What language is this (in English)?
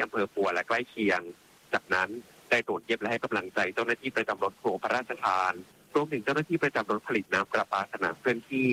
Thai